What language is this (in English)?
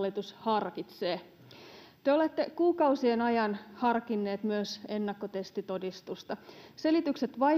Finnish